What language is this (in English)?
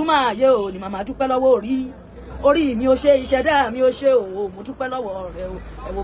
Yoruba